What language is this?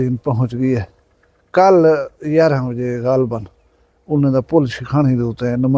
Saraiki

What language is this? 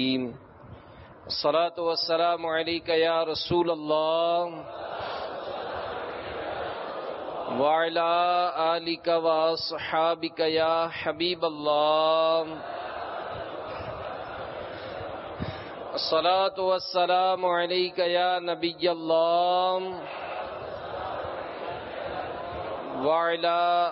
Urdu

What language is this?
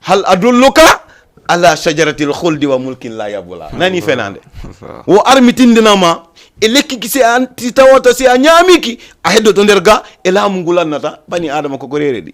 Fula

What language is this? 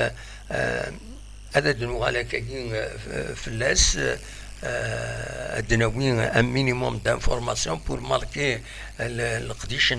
Kabyle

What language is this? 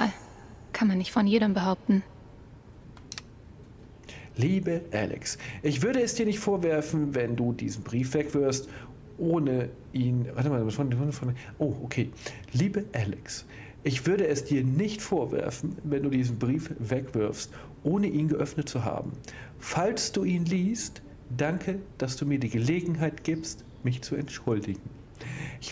German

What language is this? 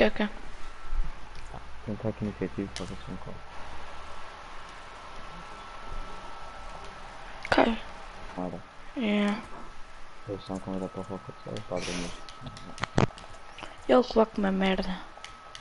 Portuguese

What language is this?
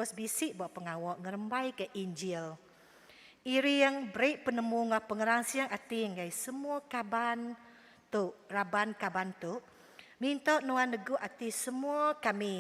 Iban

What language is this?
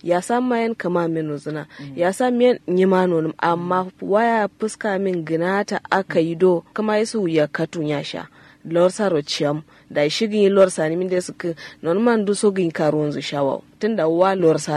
Kanuri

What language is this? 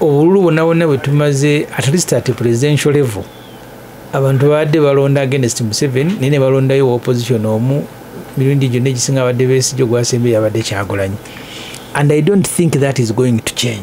Ganda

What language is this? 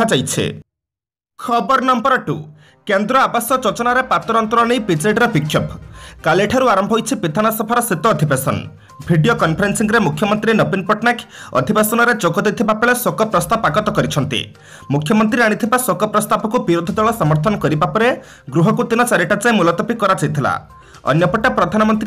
Odia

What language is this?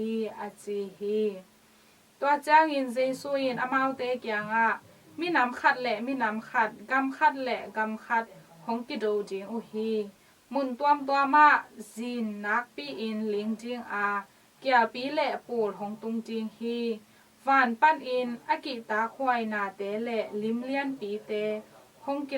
Tedim Chin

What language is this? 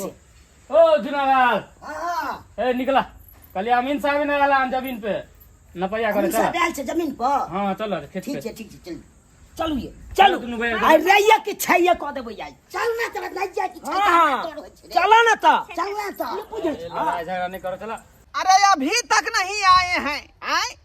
Maithili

